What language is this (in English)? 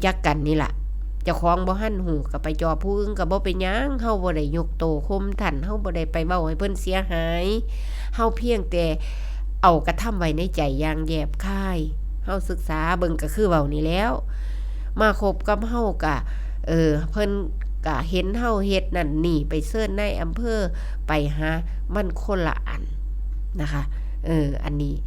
Northeastern Thai